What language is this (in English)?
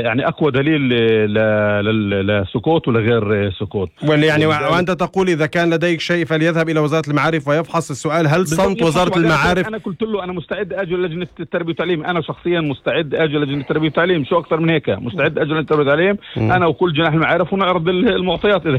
North Levantine Arabic